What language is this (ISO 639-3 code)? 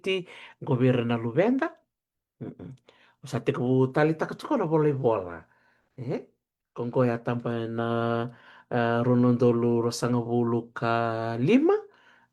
fij